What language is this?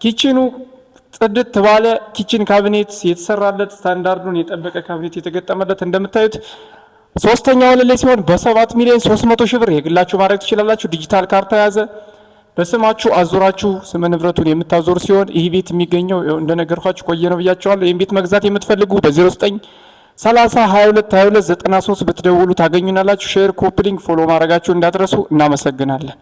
Amharic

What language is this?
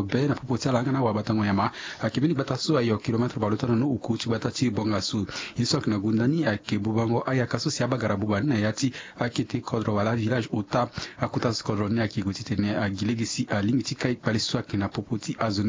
Sango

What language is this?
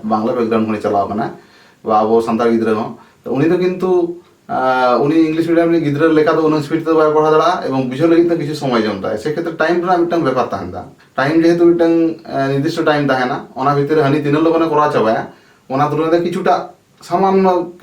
Santali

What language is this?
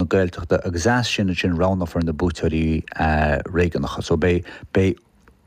Irish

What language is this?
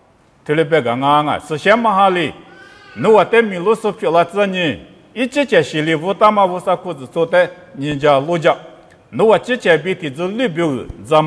Lisu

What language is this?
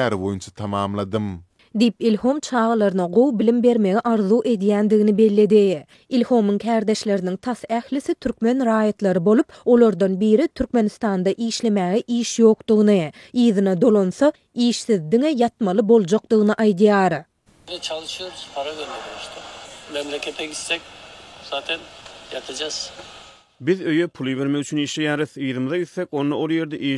Turkmen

